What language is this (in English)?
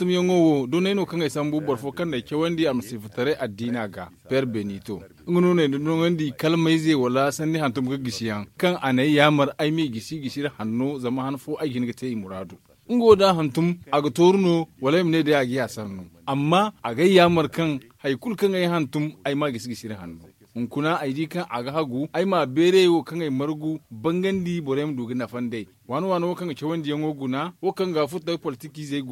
Zarma